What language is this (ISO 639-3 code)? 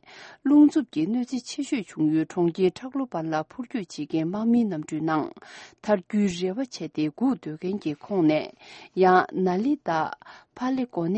bod